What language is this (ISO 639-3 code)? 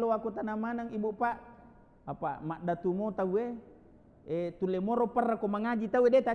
bug